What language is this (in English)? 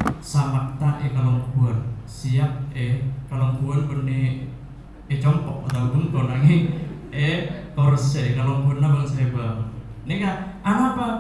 Madurese